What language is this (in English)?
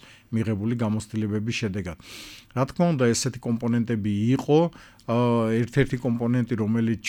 Georgian